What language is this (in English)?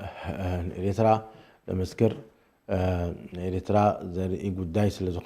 Tigrinya